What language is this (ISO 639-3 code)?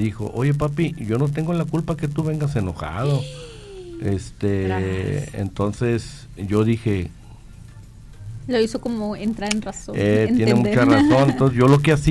spa